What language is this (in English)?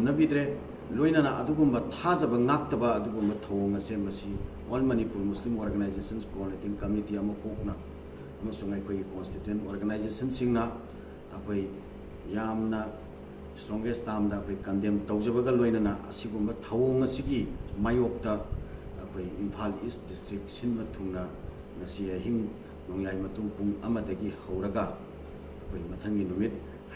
Manipuri